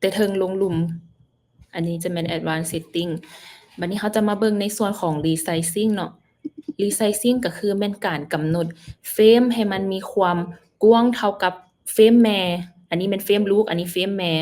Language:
Lao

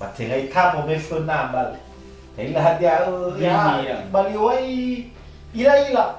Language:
Nias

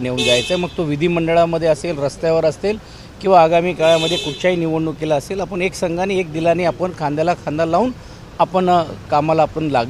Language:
Marathi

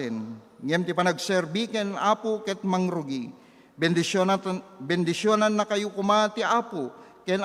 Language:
Iloko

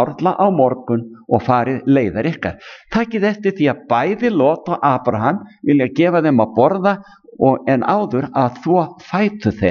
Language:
Icelandic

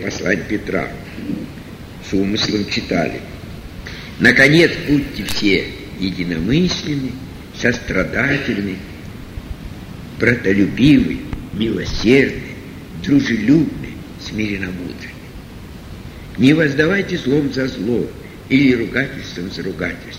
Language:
Russian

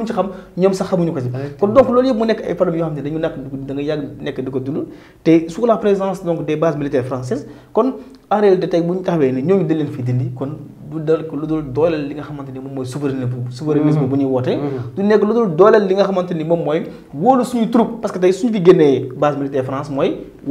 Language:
Wolof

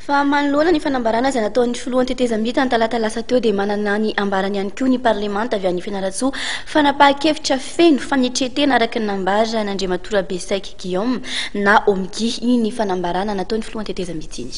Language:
Malagasy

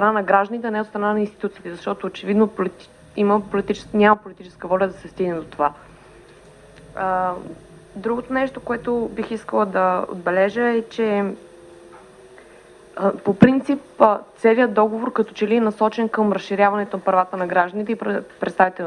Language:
Bulgarian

